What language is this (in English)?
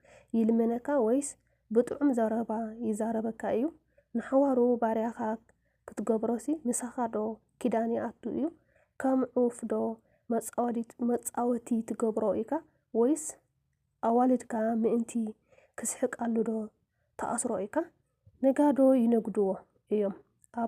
Tigrinya